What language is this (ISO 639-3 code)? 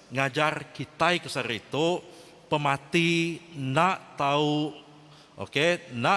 iba